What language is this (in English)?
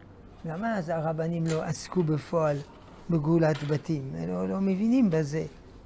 Hebrew